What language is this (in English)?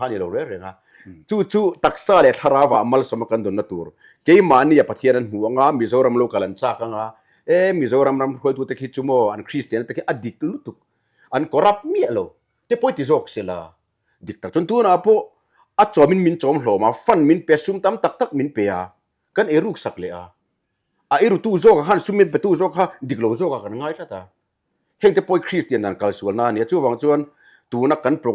Mizo